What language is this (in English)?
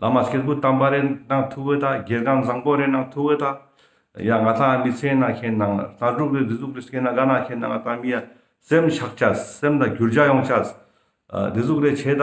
Ladakhi